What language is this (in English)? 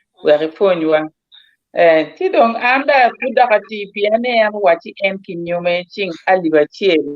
Acoli